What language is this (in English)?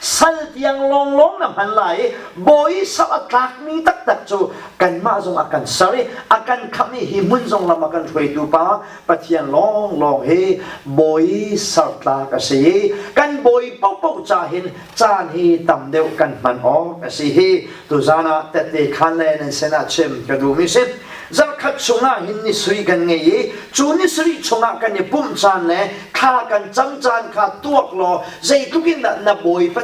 Hakha Chin